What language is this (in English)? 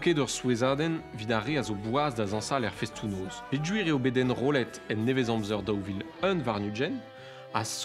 Breton